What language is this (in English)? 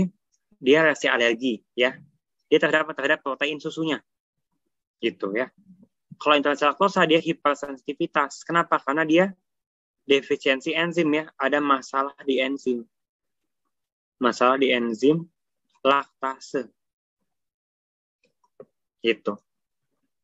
Indonesian